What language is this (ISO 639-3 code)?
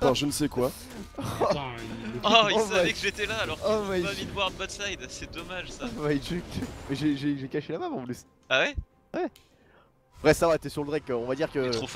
fra